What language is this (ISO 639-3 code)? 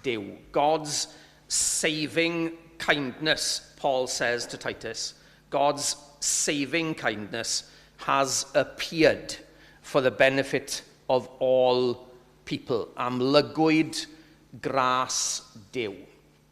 cym